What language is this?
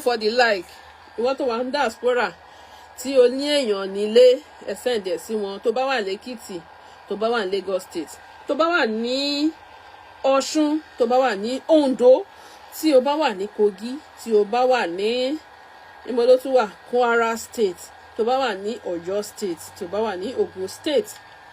Yoruba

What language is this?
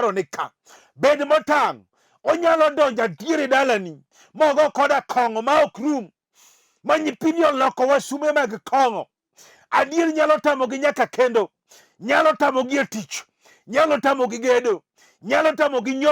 Luo (Kenya and Tanzania)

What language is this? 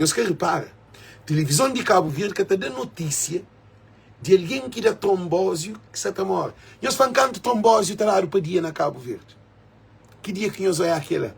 Kabuverdianu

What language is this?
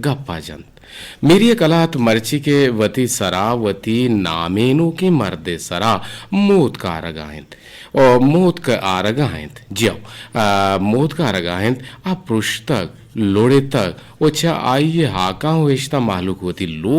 Eastern Balochi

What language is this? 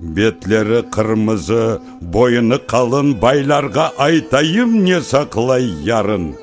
Crimean Tatar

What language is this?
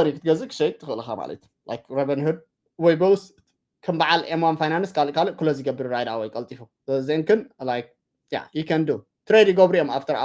Tigrinya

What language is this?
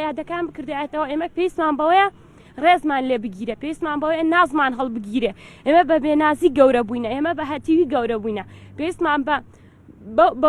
Central Kurdish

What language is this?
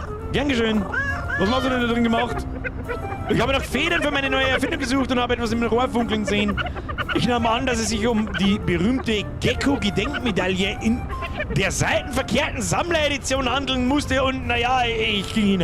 Bavarian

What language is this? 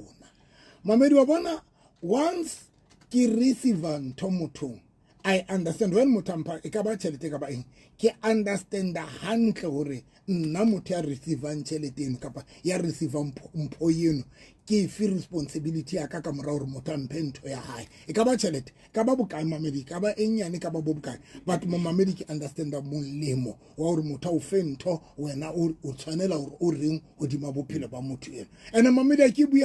Southern Sotho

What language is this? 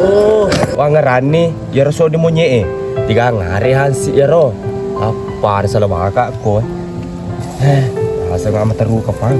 Buginese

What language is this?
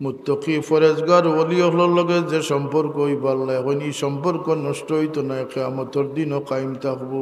Sylheti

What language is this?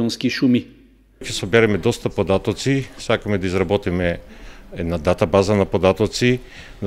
Macedonian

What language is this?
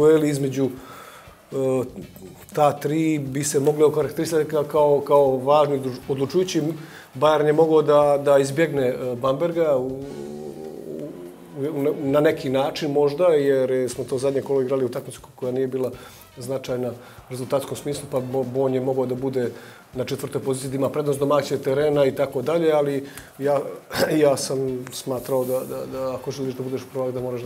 Bosnian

